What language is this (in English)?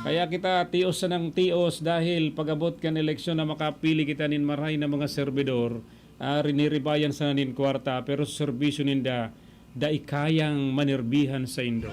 Bikol